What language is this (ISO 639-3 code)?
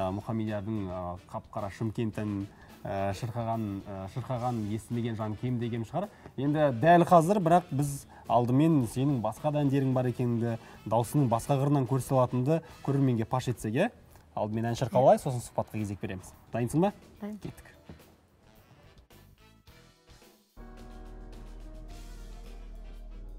kaz